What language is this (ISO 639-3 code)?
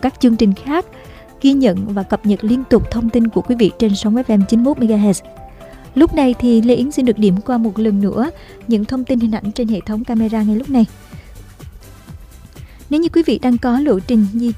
vie